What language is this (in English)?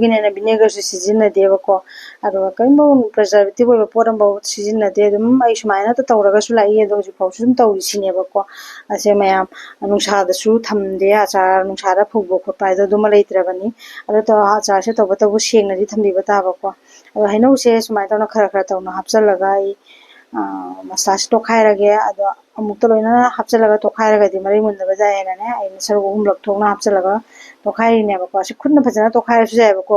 Manipuri